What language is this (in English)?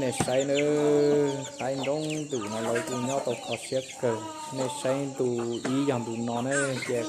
Hmong